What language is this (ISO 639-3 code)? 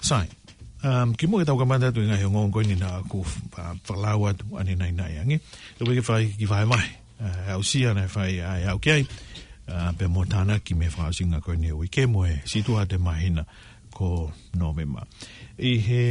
ton